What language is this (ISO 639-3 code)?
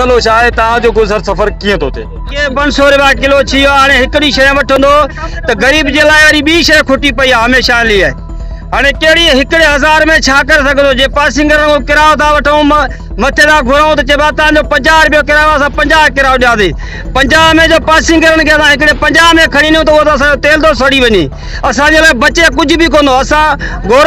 snd